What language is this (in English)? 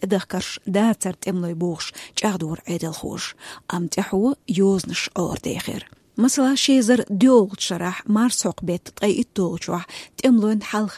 Chechen